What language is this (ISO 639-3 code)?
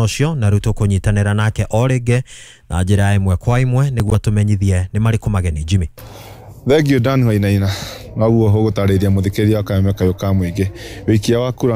kik